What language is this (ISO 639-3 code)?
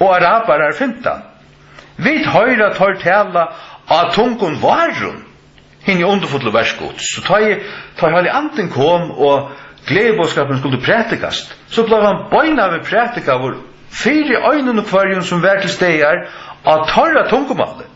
fao